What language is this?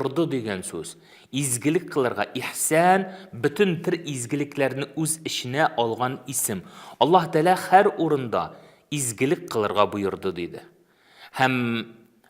Tatar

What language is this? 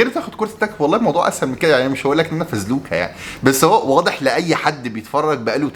Egyptian Arabic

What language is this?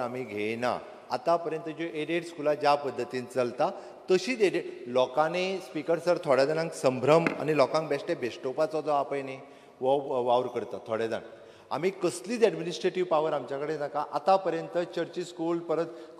Konkani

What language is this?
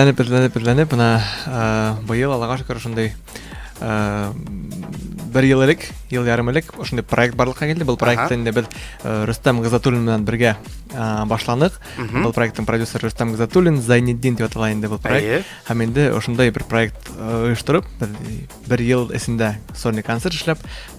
Bashkir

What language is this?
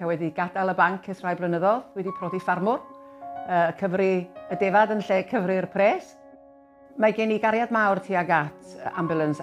Welsh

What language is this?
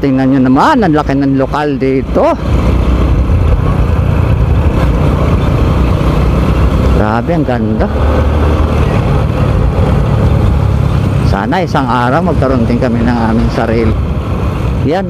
Filipino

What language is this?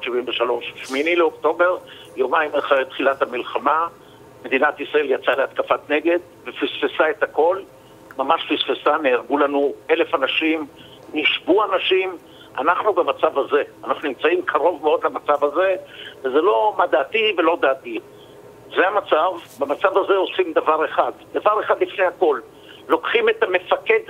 Hebrew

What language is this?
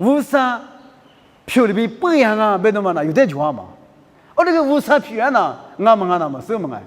Lisu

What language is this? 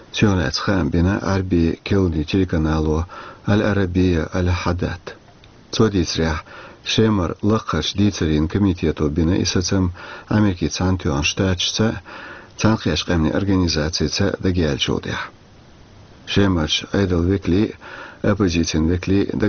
Chechen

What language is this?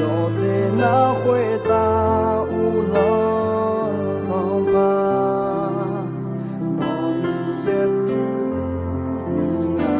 Akha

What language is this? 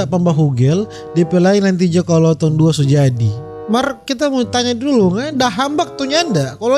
Manado Malay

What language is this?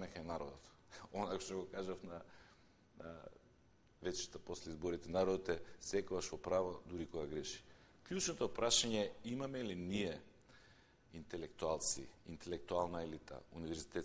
Macedonian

